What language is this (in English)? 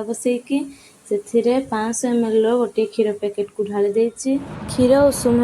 Odia